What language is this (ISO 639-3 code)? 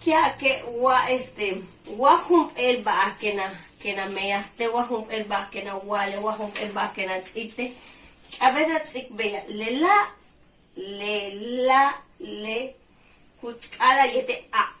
yua